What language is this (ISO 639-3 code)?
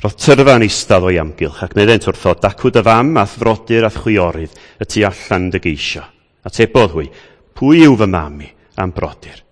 cym